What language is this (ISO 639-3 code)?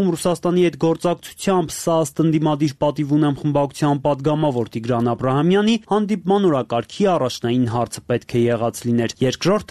hye